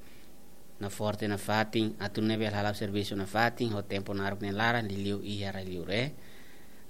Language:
Tetum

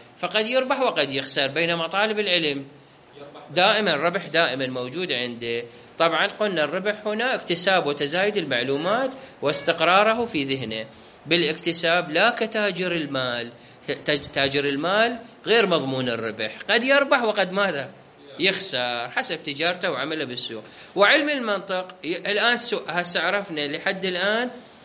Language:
Mesopotamian Arabic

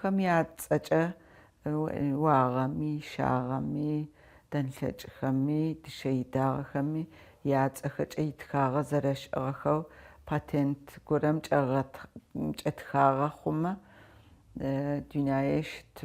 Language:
Adyghe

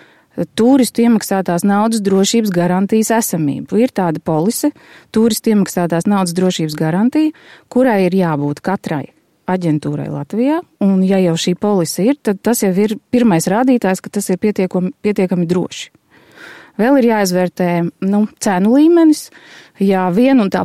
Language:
Latvian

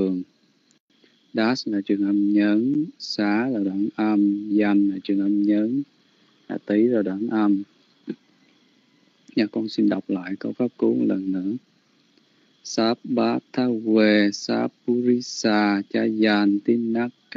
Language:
Vietnamese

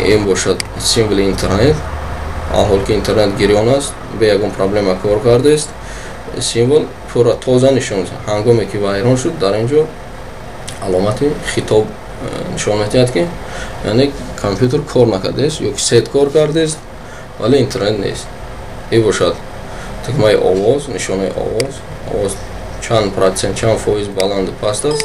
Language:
Tajik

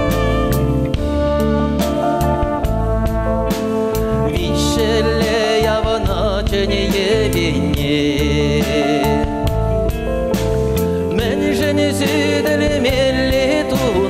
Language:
Chuvash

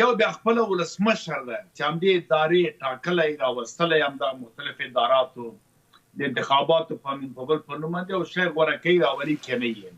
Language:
Pashto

